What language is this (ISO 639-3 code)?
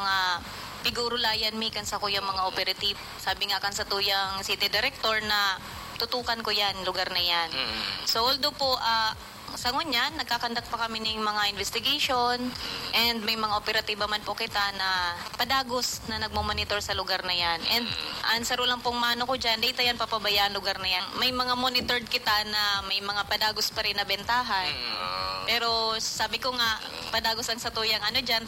bik